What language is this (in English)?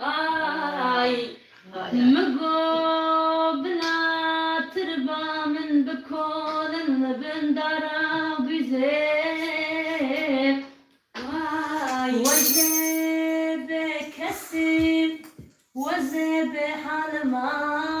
Kurdish